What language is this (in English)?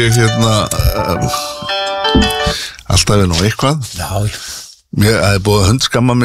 Icelandic